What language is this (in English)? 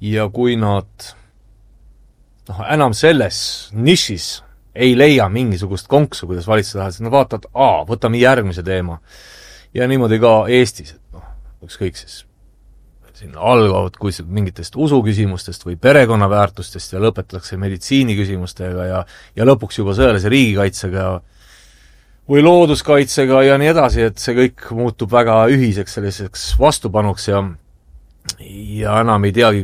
Estonian